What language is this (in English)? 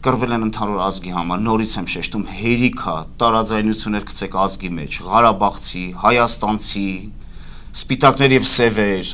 Armenian